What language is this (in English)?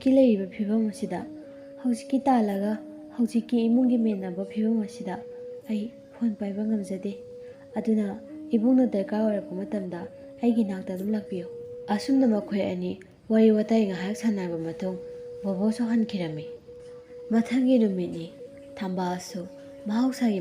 Manipuri